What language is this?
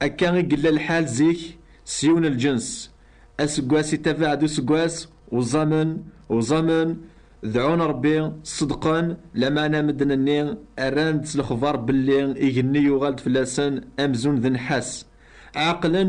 Kabyle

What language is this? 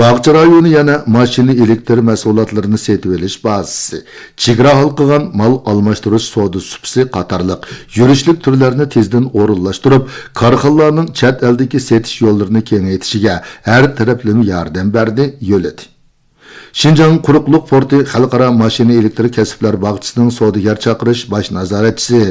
Uyghur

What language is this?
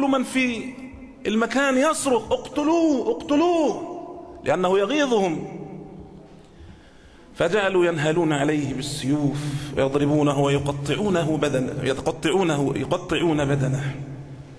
Arabic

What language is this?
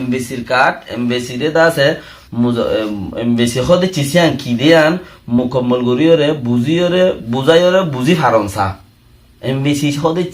Rohingya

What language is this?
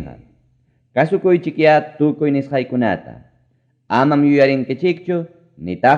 Ayacucho Quechua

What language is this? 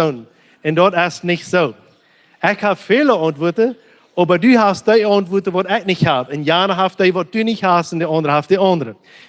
Plautdietsch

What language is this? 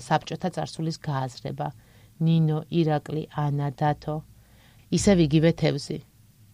Georgian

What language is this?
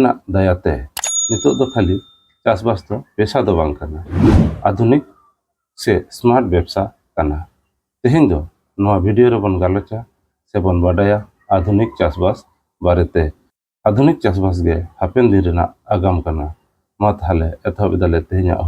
Santali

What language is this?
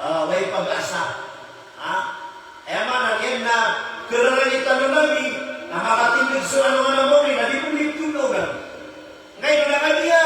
Maranao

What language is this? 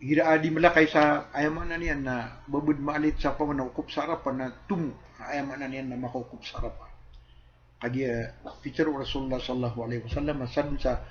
Maranao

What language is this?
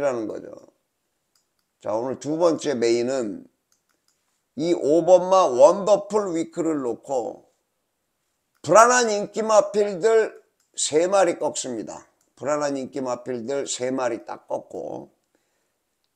Korean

